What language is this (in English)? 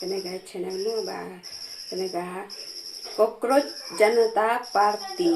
Khasi